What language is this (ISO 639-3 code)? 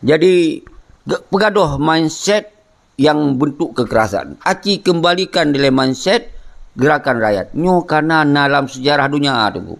ace